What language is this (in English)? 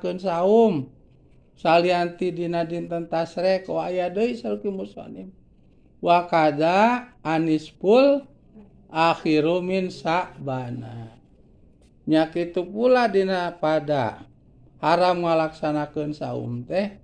Sundanese